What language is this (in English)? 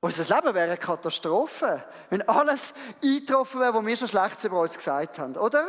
Swiss German